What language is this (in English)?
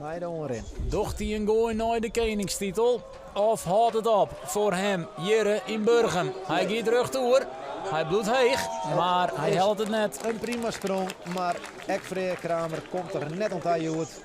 Western Frisian